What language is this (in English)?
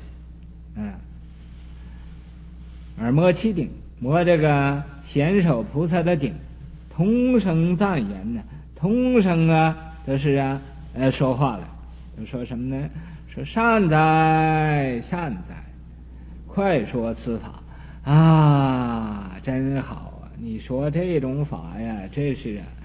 Chinese